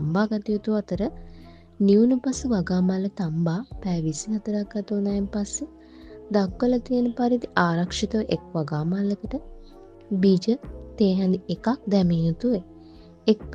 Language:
Sinhala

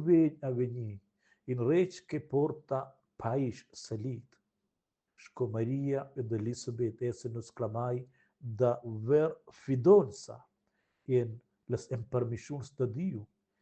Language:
Romansh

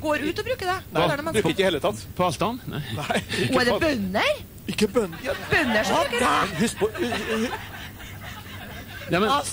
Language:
Norwegian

